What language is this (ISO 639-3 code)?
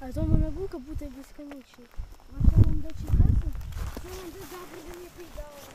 crh